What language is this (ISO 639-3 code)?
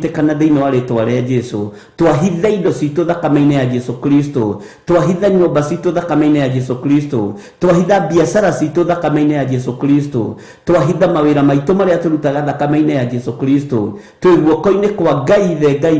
kik